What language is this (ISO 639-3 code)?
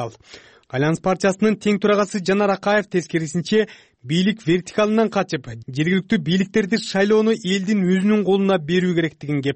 kir